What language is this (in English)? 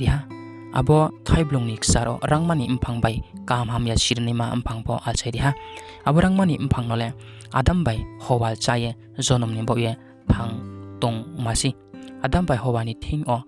Riang (India)